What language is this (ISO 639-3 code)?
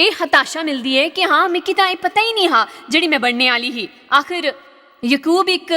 doi